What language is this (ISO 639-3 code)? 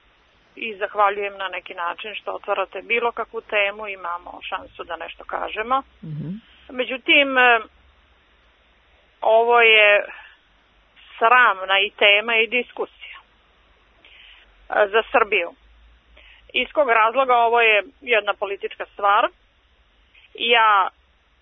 srp